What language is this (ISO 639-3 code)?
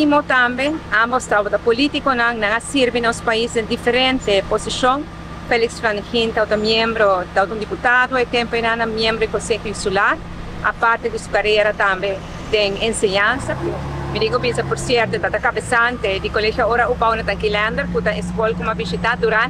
pap